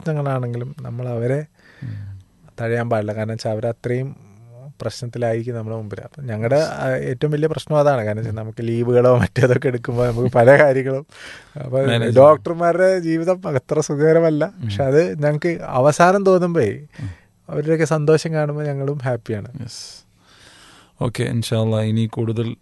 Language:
Malayalam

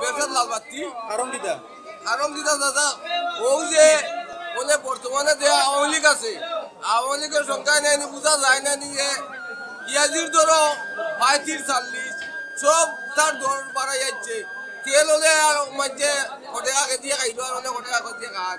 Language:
Sylheti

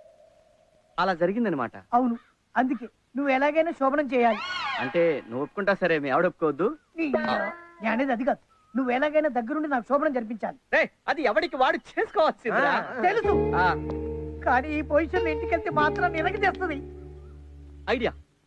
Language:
Telugu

